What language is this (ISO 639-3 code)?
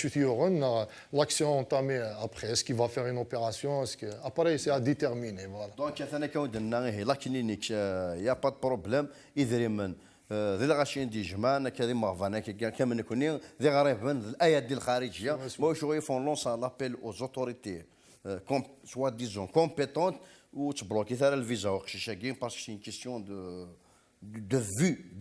kab